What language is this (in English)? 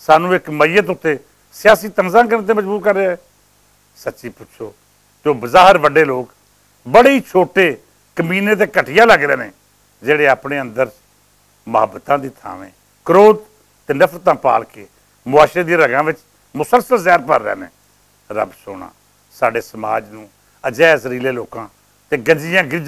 Western Panjabi